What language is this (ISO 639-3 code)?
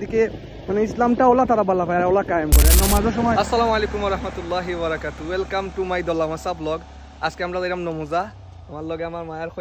syl